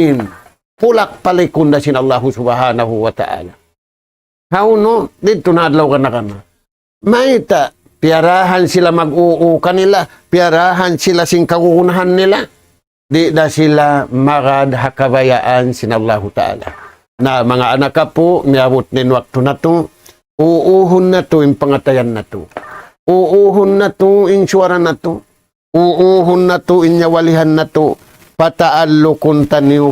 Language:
Tausug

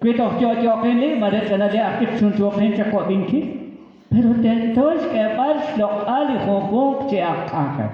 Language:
Kekchí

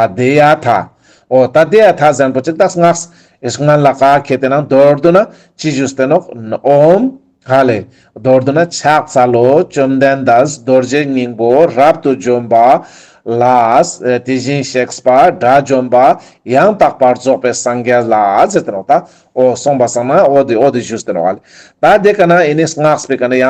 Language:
Ladakhi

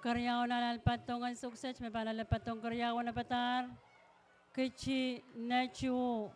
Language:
Pohnpeian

